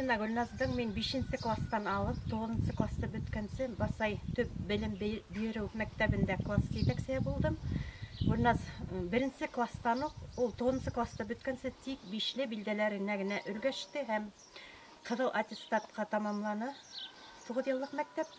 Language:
Bashkir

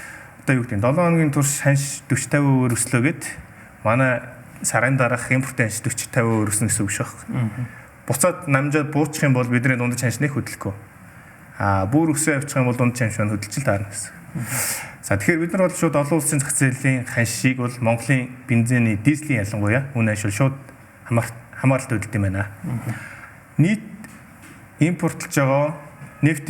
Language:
Mongolian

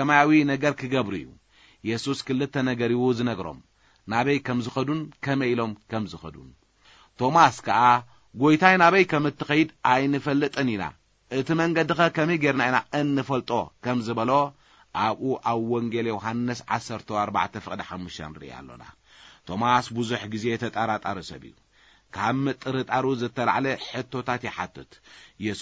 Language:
Tigrinya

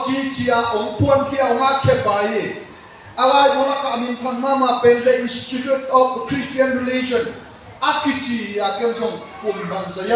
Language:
Tedim Chin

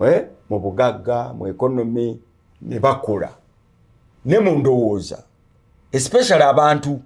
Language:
Ganda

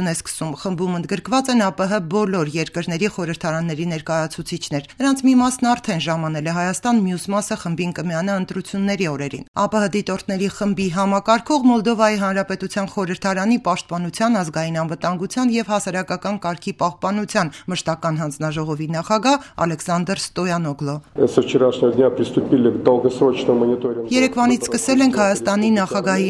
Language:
Armenian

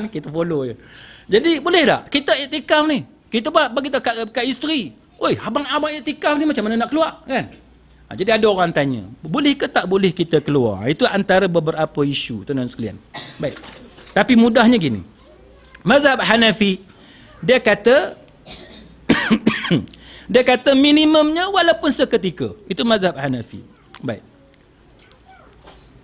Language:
Malay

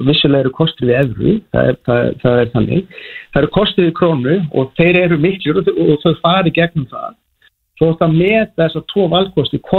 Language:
Icelandic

